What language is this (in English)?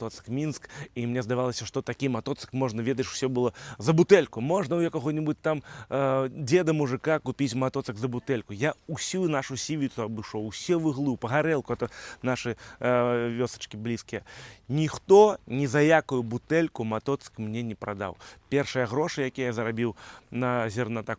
Belarusian